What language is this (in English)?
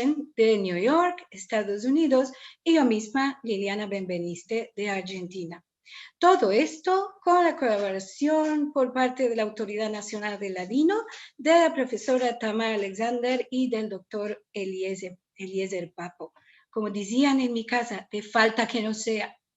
Ladino